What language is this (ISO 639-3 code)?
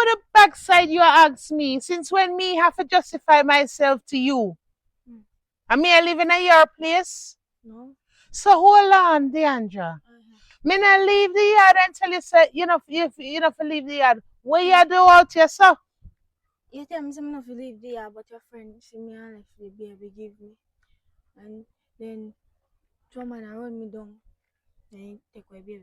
jam